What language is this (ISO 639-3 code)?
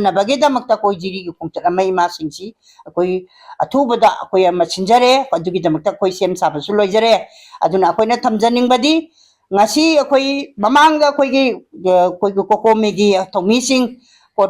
mni